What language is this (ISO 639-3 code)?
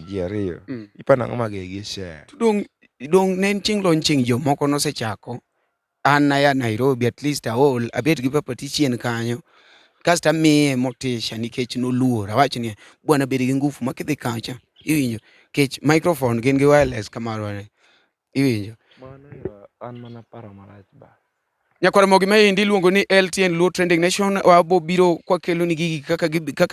luo